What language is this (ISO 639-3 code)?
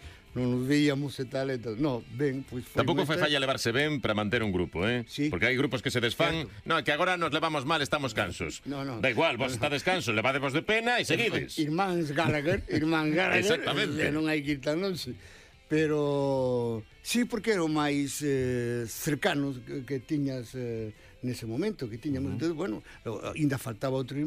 glg